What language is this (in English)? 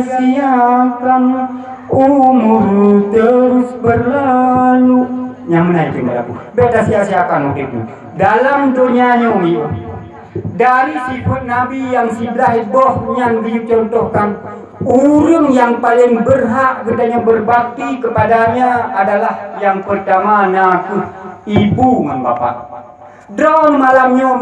Achinese